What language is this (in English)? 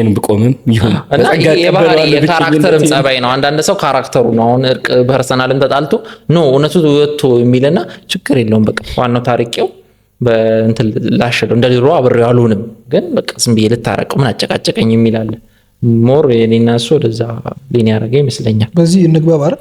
Amharic